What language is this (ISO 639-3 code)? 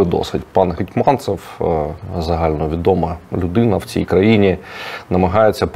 ukr